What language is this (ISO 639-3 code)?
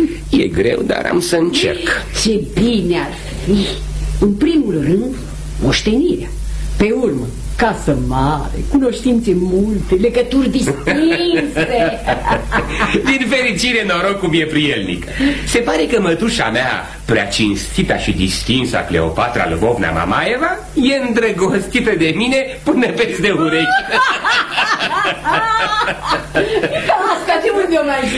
ron